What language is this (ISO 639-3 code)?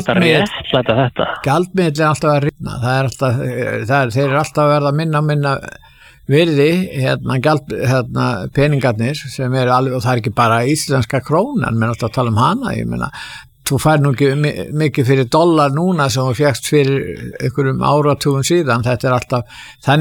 isl